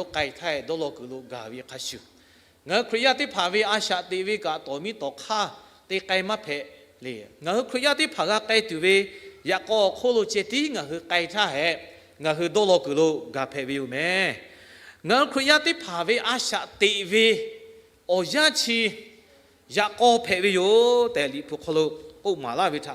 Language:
Lahu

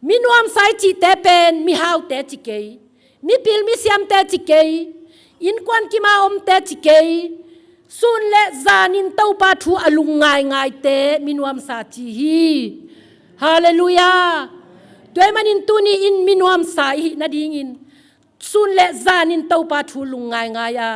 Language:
Tedim Chin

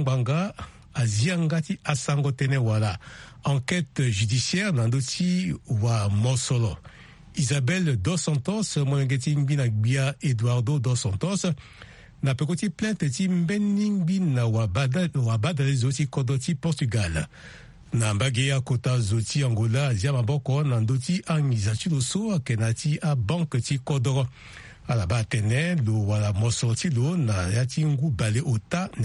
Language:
Sango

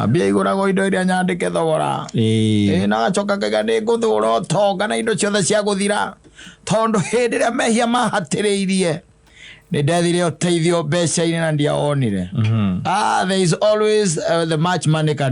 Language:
Kikuyu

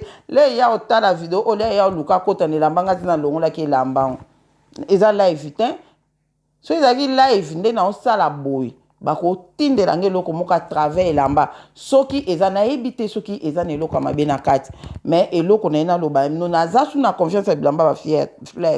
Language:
Lingala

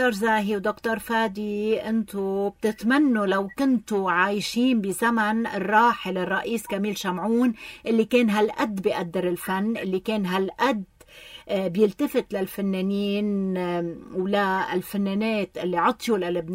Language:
North Levantine Arabic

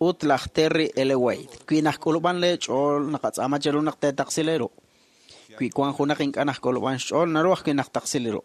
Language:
Kekchí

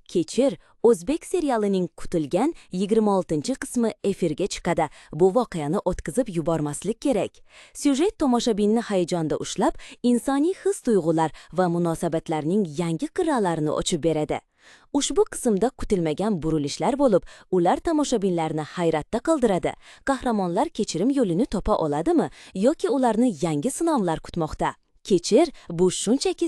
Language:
Uzbek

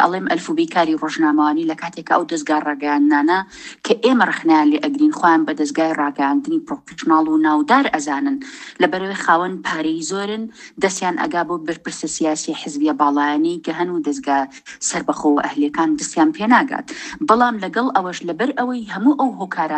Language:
Central Kurdish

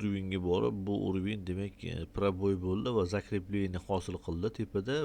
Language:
Uzbek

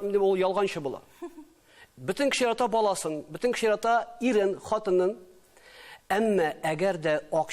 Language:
Tatar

